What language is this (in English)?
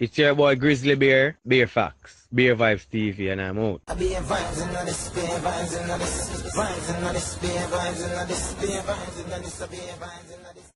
Jamaican Creole English